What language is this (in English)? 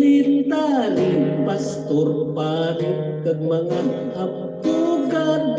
Hiligaynon